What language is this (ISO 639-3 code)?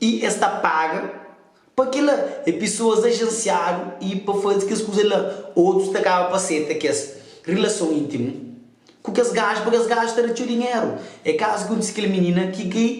kea